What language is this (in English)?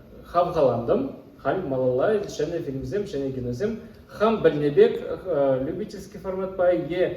Chuvash